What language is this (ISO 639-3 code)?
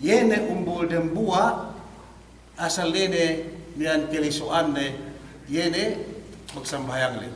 yka